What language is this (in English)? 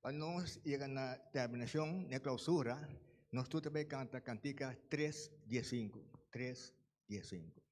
Papiamento